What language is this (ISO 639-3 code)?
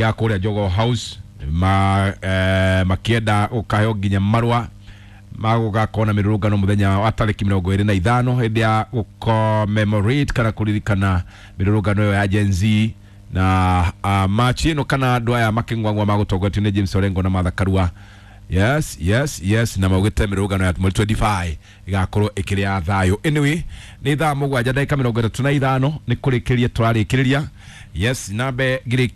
kik